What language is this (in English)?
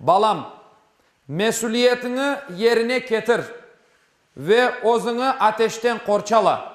Crimean Tatar